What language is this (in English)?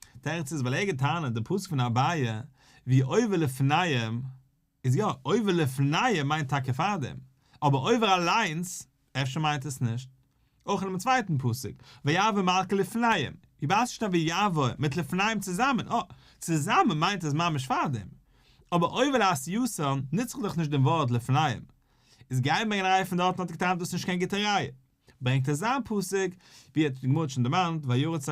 Yiddish